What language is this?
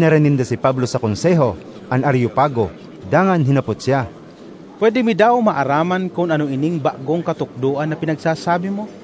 Bikol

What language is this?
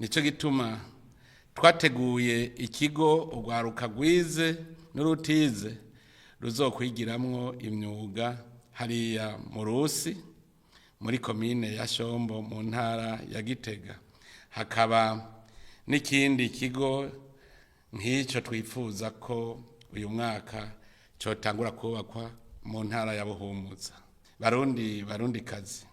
Rundi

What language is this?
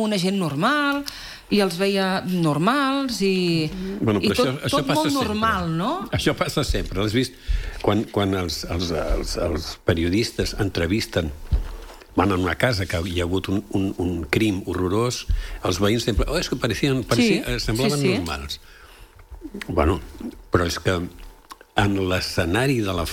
Catalan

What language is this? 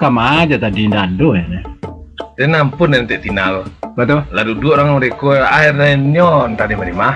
Minangkabau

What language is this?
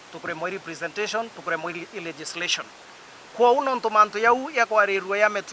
Meru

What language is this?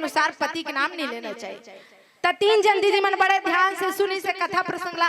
Chhattisgarhi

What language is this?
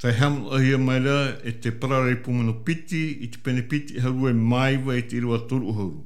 Tahitian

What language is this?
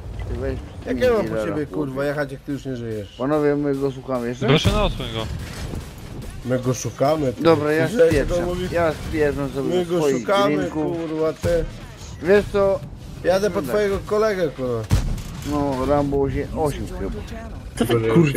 Polish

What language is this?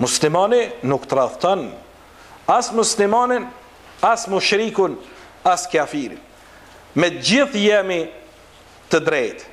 Albanian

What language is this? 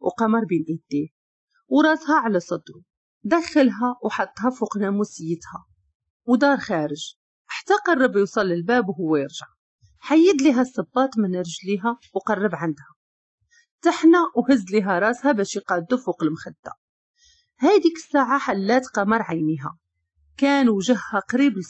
Moroccan Arabic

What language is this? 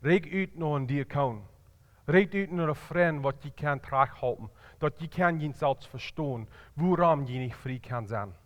Plautdietsch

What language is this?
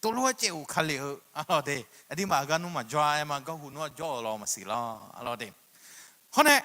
Akha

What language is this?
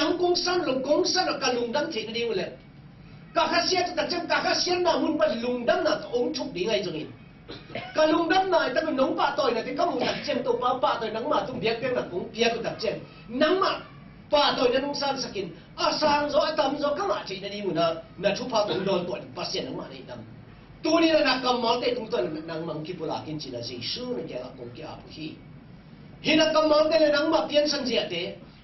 Tedim Chin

